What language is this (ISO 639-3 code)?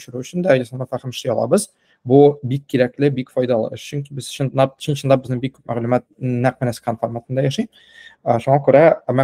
tat